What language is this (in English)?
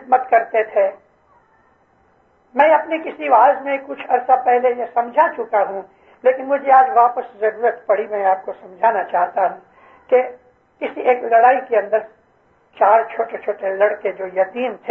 Urdu